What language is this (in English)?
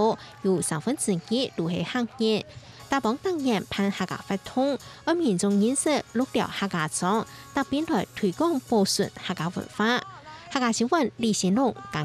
Hakka Chinese